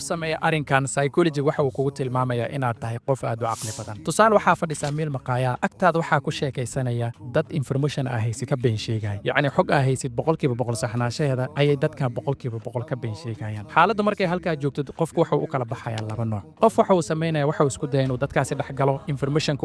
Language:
Somali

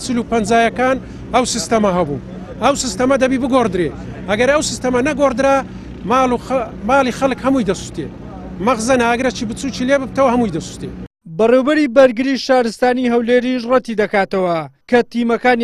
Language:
Central Kurdish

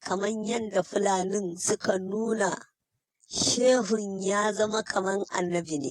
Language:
Hausa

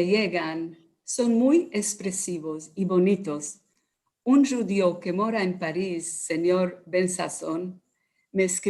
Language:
Ladino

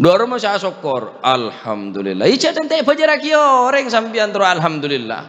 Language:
Madurese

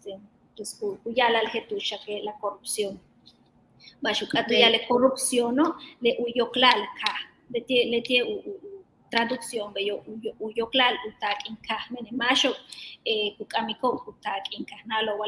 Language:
Yucateco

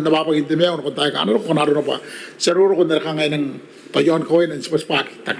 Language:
Gilbertese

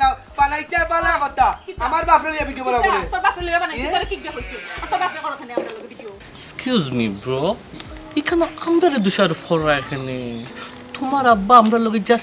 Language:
Sylheti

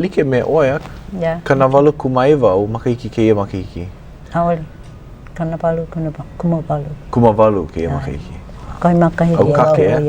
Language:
Hawaiian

